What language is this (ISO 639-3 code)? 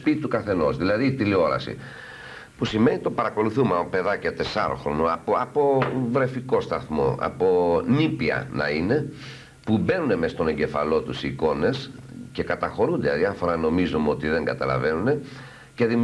ell